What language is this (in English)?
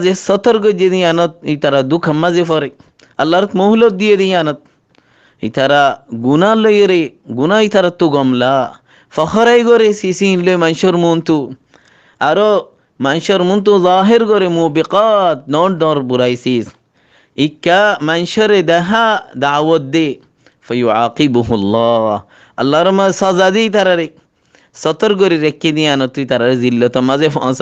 Rohingya